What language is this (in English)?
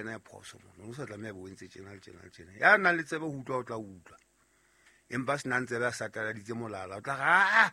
Southern Sotho